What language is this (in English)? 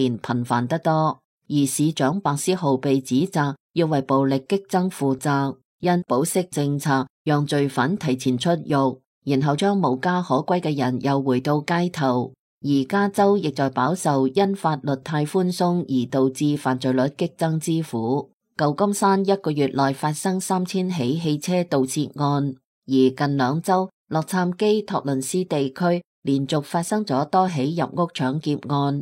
Cantonese